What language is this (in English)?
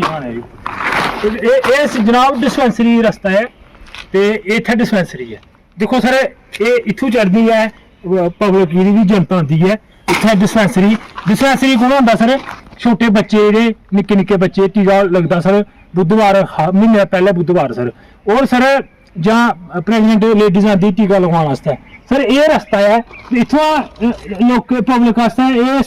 Dogri